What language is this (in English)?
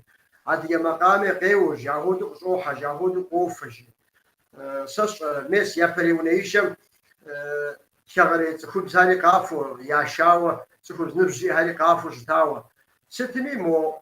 Kabardian